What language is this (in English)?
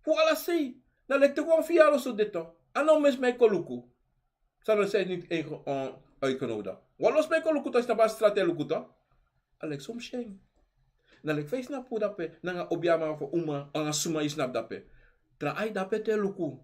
Sranan Tongo